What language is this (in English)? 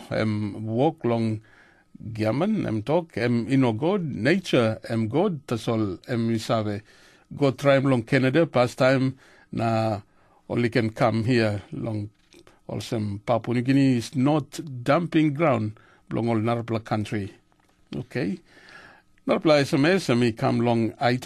Tok Pisin